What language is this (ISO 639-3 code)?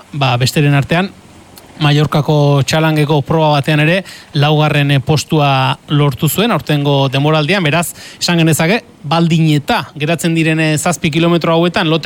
eus